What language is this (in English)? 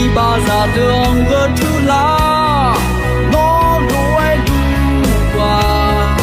Akha